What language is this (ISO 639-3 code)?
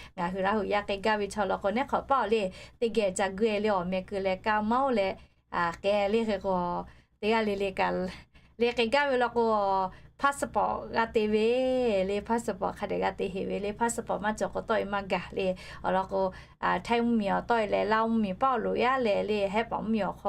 lhu